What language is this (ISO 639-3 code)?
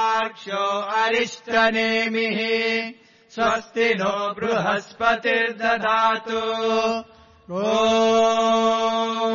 san